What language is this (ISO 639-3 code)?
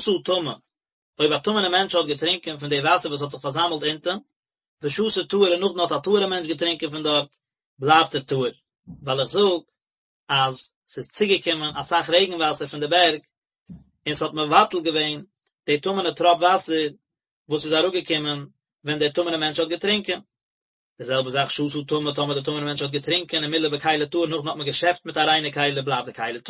yid